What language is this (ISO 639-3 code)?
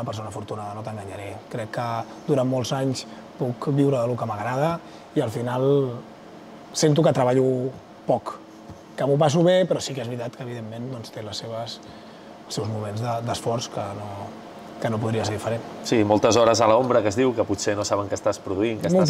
cat